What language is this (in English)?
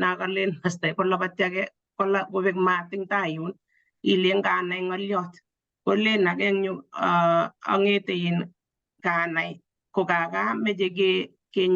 Kalenjin